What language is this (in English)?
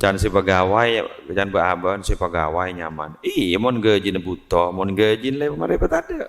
Madurese